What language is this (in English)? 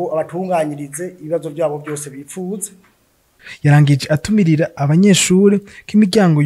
Rundi